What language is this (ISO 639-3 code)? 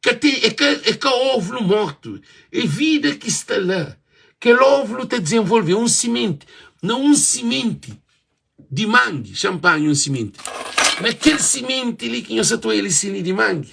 kea